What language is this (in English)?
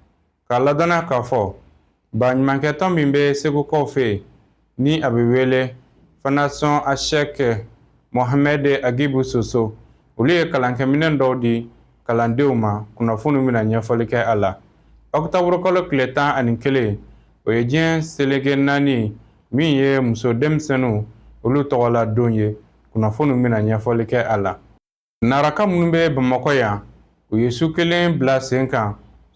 Bambara